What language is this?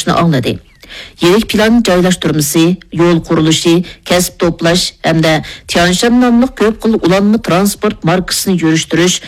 Uyghur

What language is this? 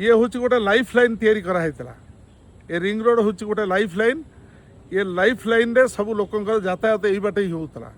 Odia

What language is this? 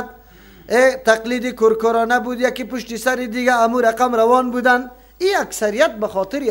Persian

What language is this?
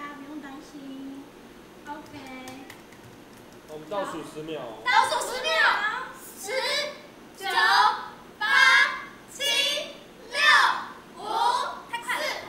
Chinese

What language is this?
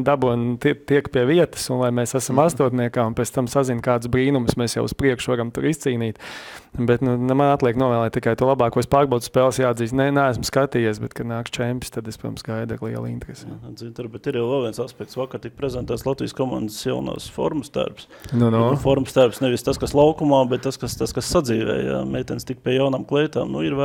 Latvian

